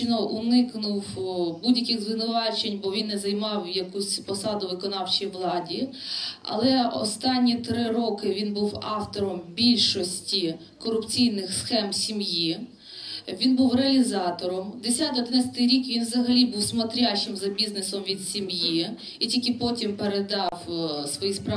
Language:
Ukrainian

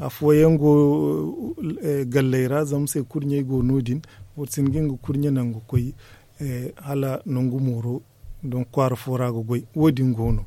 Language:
Zarma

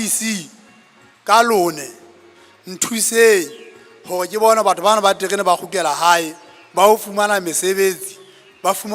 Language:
Southern Sotho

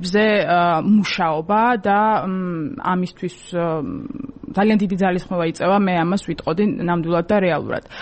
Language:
Georgian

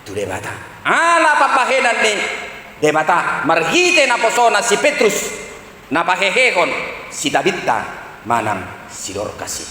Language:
Batak Toba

